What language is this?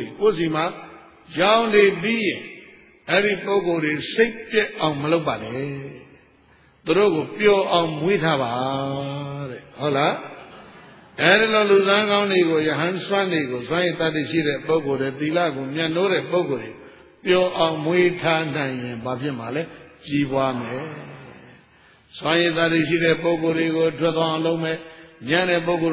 Burmese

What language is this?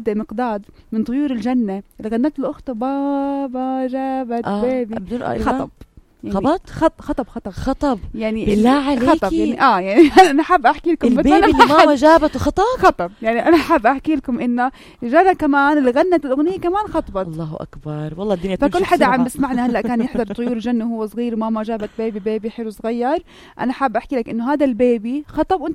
North Levantine Arabic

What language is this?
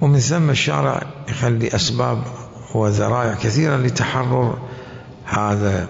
Mesopotamian Arabic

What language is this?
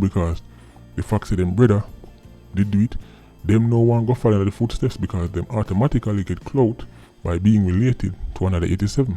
Jamaican Creole English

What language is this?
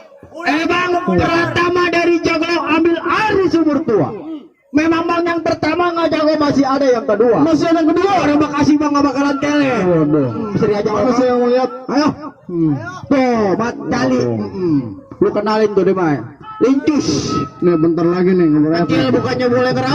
Betawi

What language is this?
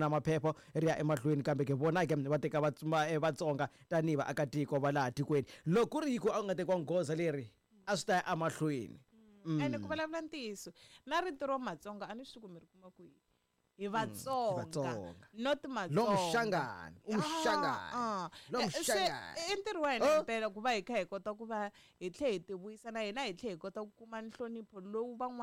Tsonga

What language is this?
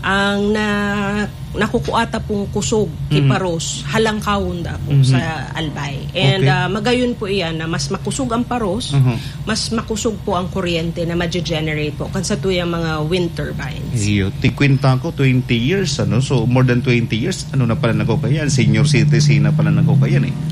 Bikol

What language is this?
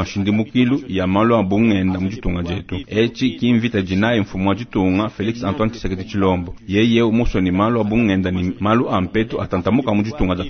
Luba-Lulua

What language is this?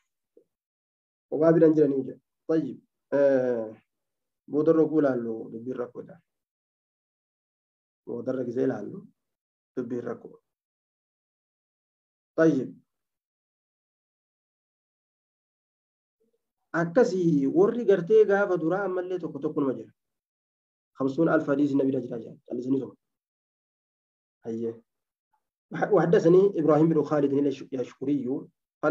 Oromo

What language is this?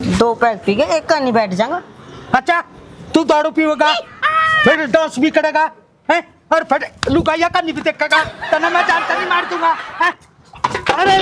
Haryanvi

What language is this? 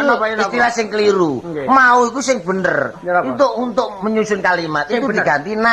Javanese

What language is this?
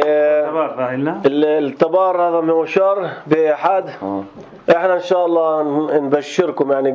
North Levantine Arabic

